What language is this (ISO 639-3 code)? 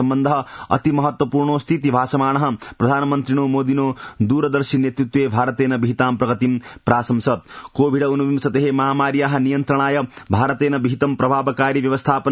san